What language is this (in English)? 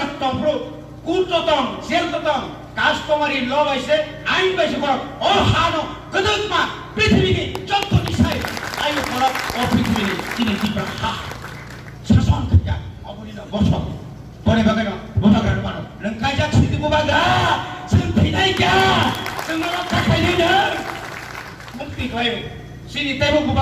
Kok Borok